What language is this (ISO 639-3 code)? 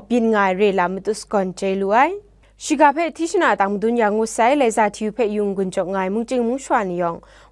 kac